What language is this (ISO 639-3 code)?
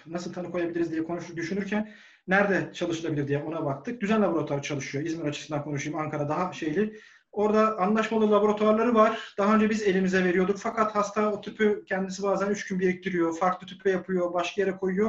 tur